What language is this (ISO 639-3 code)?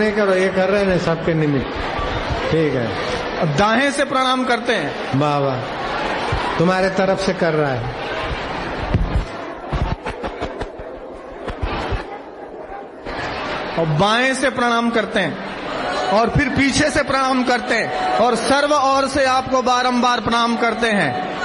hin